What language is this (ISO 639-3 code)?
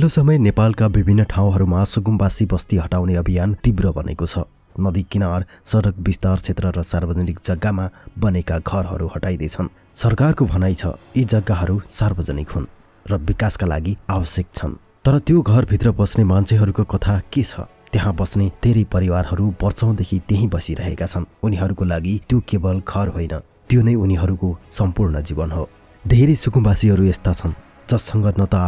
nep